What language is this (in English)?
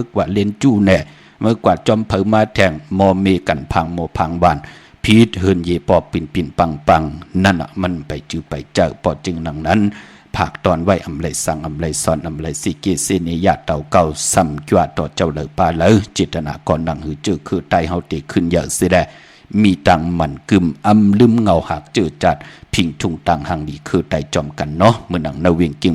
Shan